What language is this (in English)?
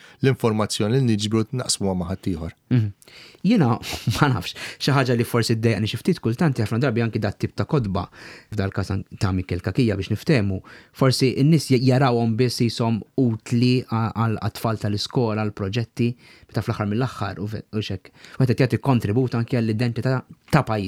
Maltese